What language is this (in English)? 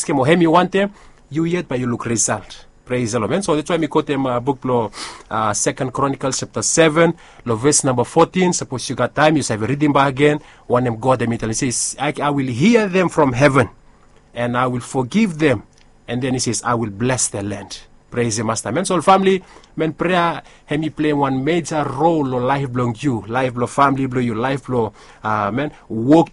Bislama